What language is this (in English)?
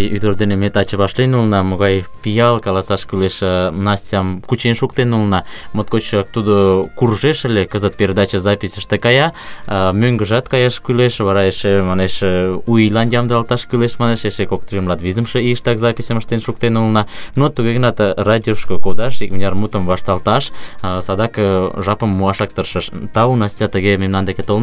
Mari